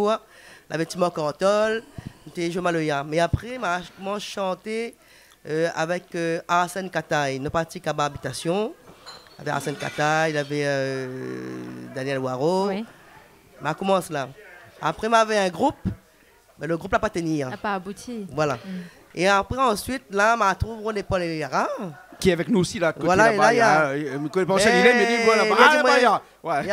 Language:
Réunion Creole French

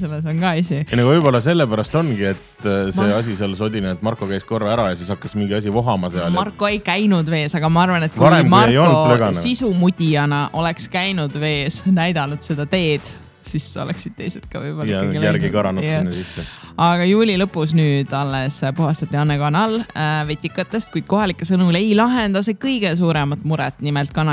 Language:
Estonian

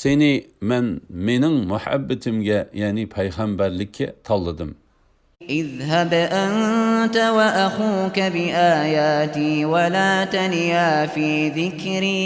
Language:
Uyghur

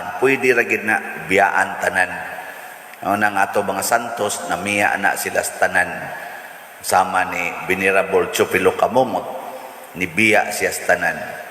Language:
Cebuano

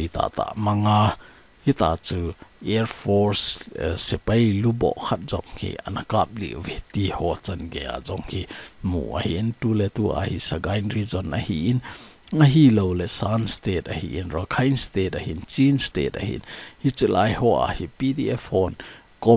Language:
Thado Chin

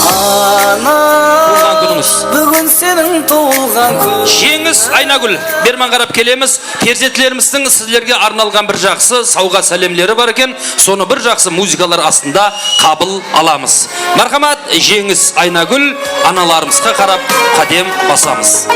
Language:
Kara-Kalpak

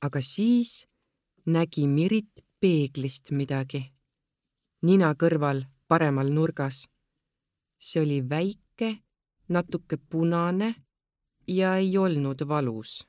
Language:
Estonian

